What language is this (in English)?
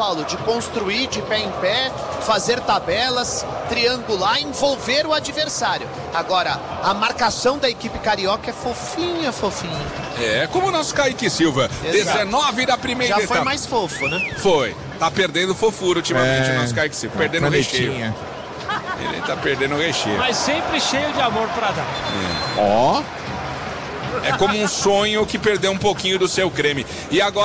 Portuguese